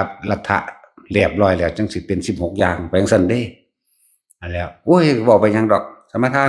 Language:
Northeastern Thai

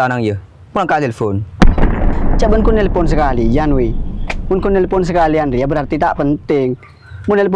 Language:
Madurese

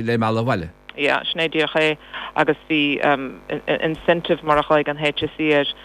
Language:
Irish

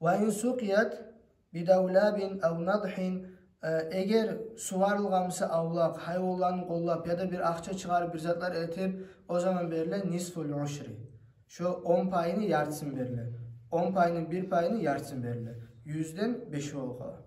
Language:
Kumyk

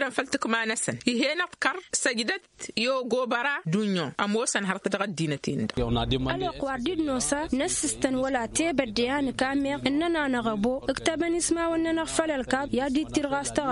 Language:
Tamasheq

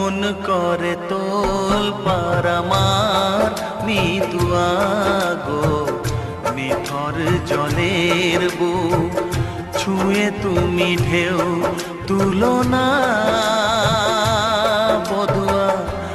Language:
Bangla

